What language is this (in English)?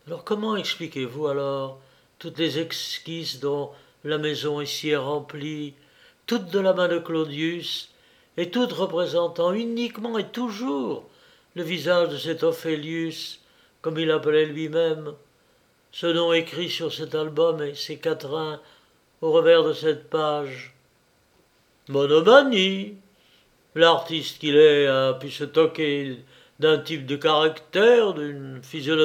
French